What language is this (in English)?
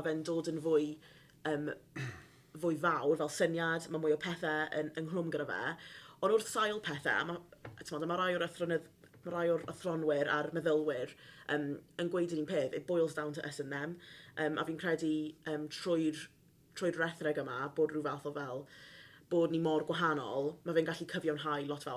Welsh